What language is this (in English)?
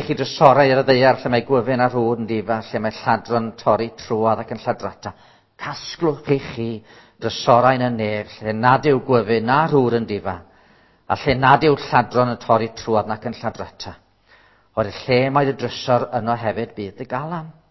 Welsh